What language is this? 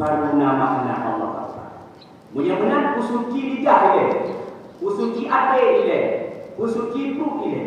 Achinese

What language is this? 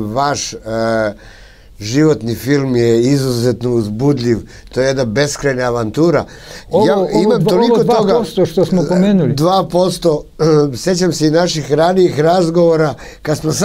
Serbian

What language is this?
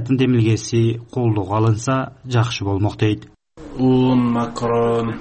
Kyrgyz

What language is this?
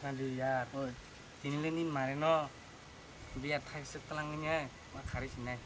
Kok Borok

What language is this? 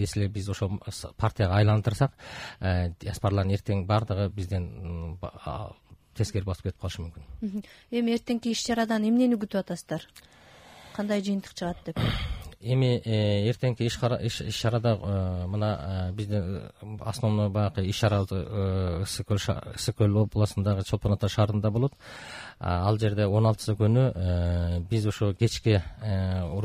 Kyrgyz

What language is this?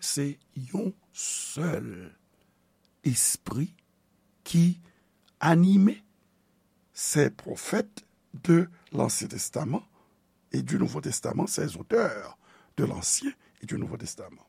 Haitian Creole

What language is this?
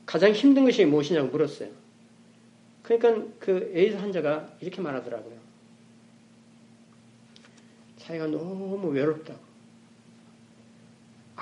Korean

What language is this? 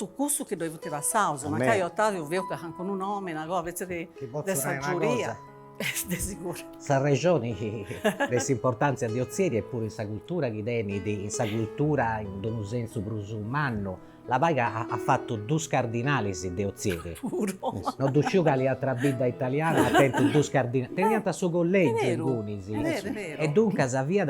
Sardinian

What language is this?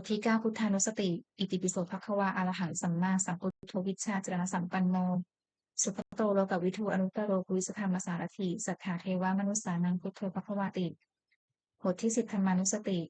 Pali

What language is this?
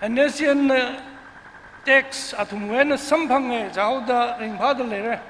Tangkhul Naga (India)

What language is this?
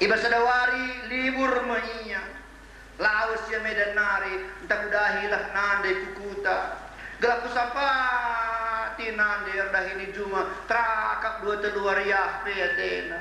Batak Karo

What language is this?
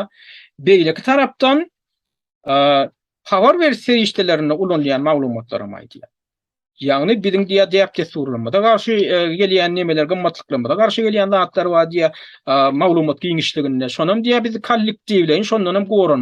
Turkmen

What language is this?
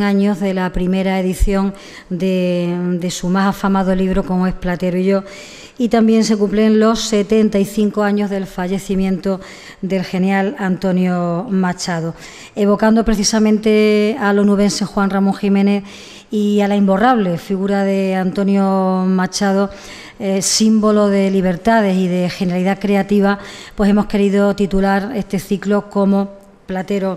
Spanish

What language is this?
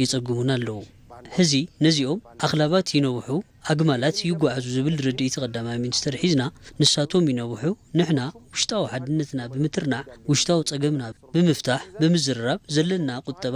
Tigrinya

